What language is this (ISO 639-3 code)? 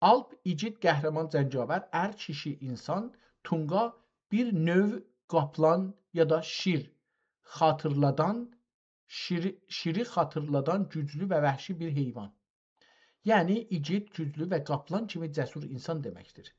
azb